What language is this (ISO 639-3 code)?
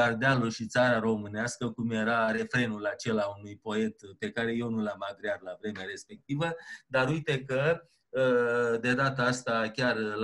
ron